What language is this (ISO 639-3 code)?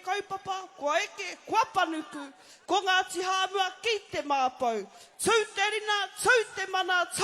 mri